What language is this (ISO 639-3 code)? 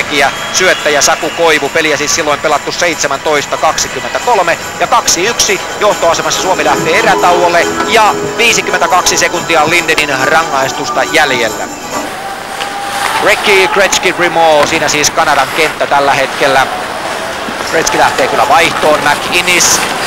fin